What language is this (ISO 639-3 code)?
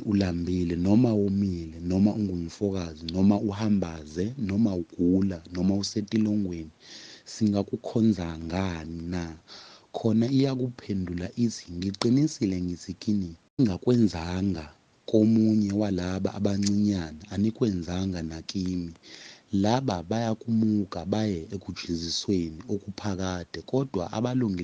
zul